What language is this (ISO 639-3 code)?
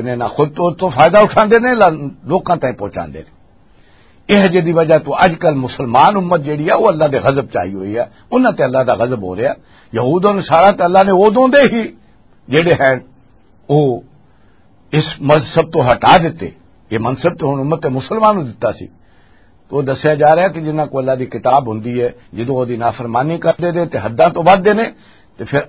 lah